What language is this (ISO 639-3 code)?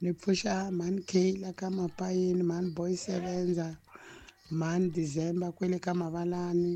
tso